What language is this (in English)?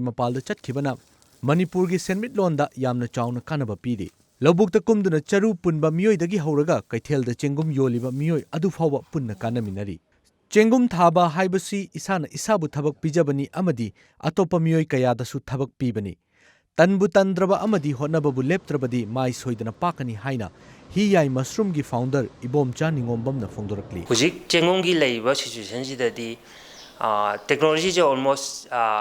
Manipuri